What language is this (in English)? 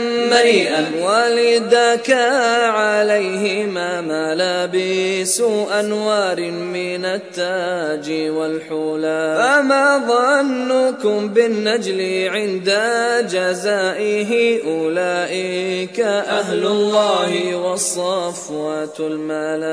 Bosnian